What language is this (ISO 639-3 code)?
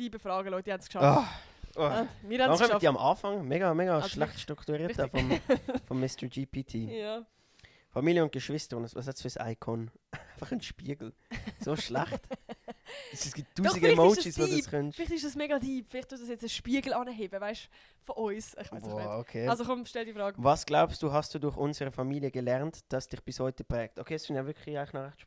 gsw